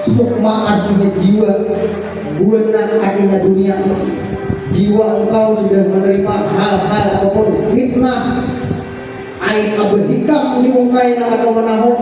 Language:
Banjar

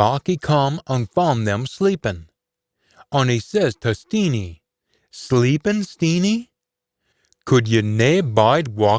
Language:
Scots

